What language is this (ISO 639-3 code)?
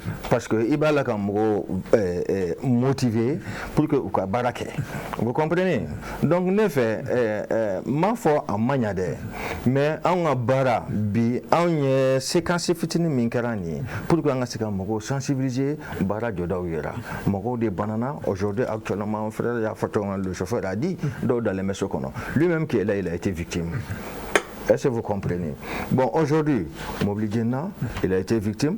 bam